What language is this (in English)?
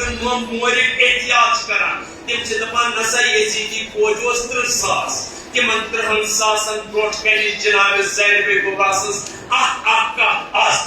Kashmiri